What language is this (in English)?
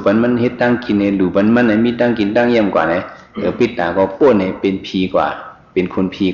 Shan